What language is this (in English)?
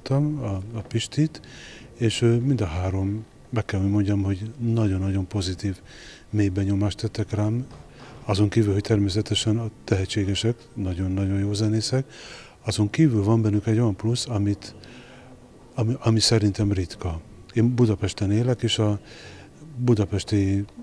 Hungarian